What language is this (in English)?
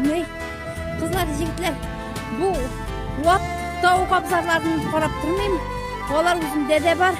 Tatar